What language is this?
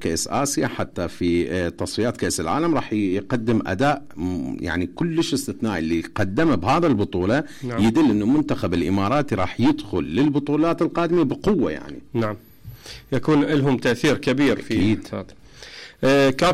Mesopotamian Arabic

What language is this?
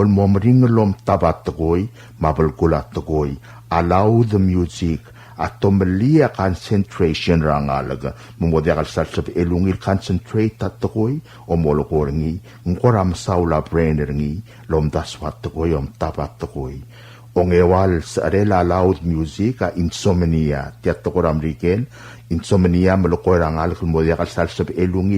Palauan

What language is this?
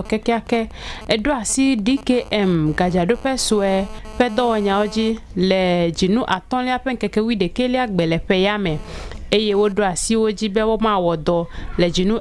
Ewe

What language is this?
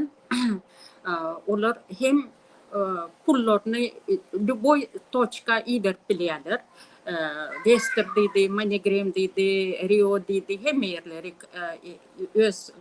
Turkmen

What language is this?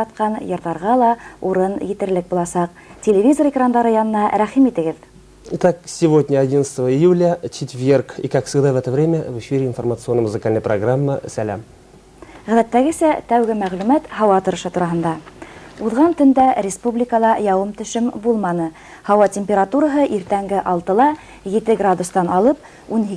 Bashkir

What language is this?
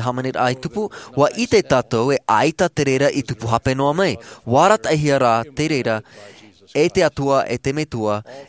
Tahitian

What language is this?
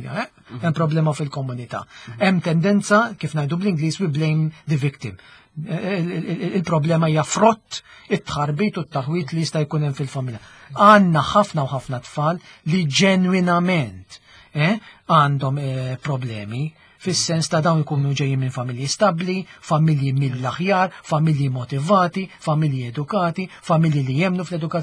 Maltese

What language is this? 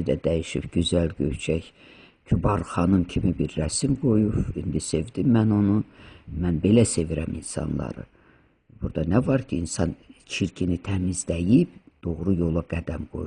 Azerbaijani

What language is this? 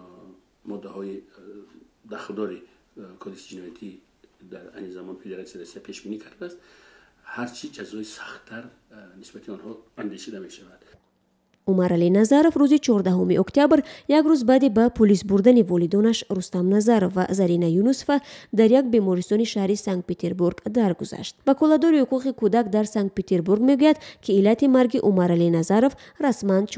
Tajik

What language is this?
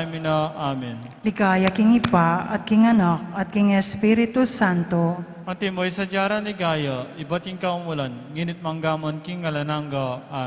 Pampanga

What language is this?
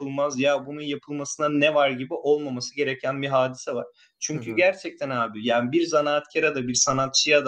Turkish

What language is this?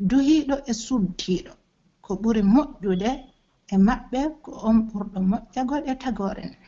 Pular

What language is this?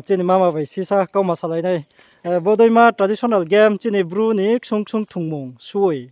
Riang (India)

